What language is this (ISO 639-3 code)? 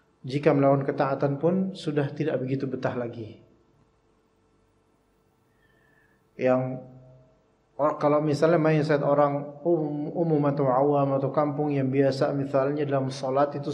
ind